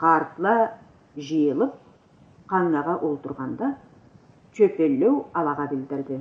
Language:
Karachay-Balkar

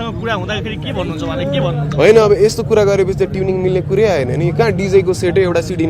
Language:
Nepali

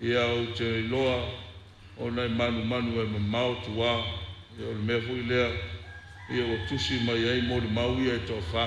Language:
Samoan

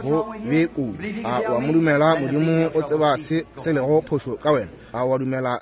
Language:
Northern Sotho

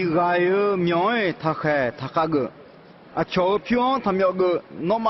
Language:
Akha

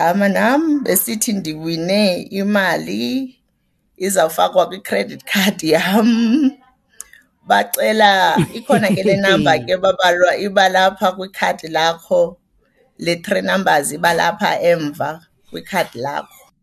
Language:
Xhosa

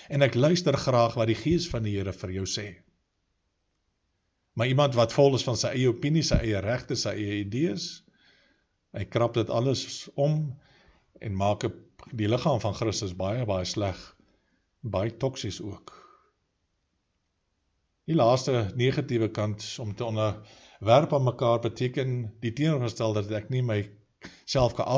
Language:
Afrikaans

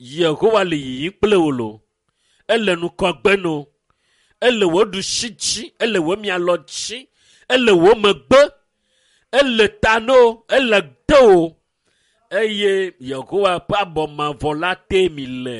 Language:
Ewe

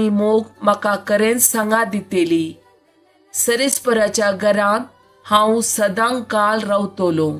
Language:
Konkani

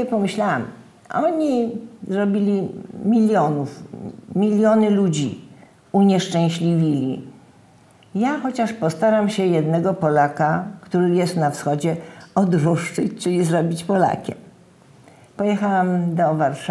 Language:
Polish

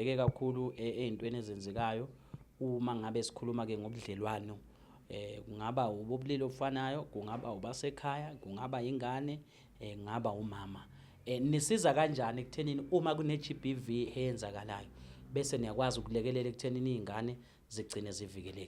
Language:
Zulu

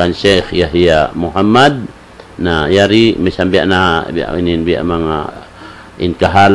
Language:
Tausug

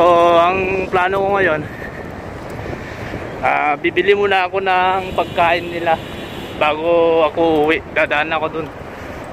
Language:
Filipino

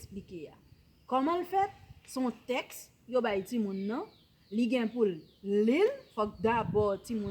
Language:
Haitian Creole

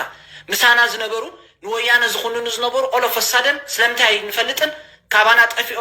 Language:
Tigrinya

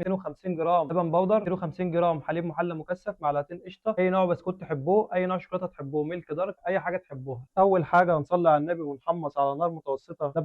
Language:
Egyptian Arabic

